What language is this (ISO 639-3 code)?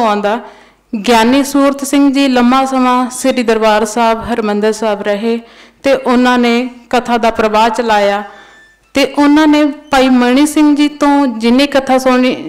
pan